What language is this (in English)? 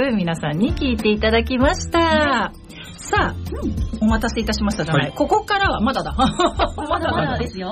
Japanese